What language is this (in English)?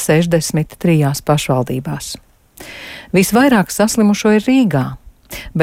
Latvian